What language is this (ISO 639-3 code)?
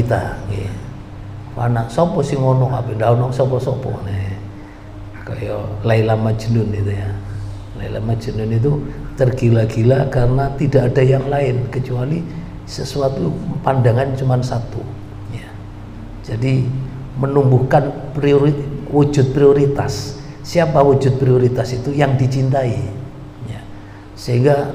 ind